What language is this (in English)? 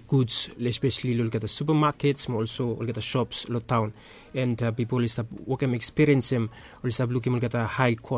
Bislama